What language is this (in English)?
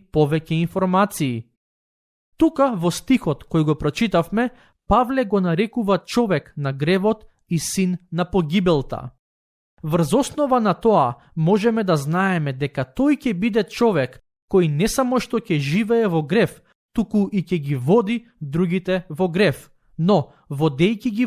Macedonian